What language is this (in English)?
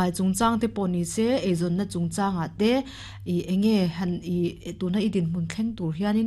Mizo